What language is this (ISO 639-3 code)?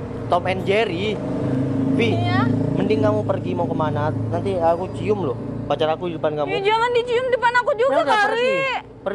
ind